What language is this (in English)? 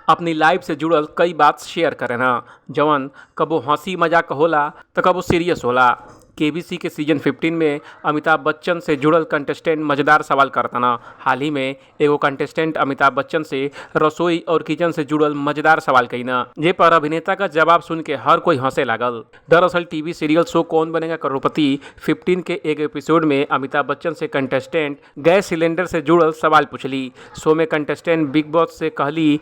Bhojpuri